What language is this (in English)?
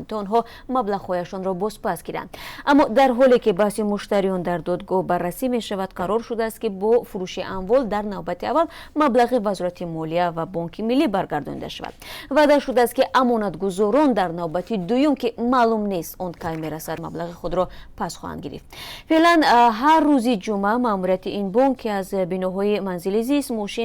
Tajik